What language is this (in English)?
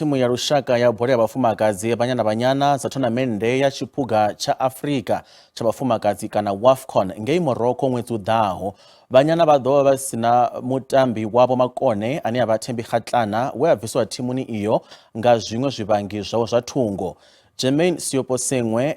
Venda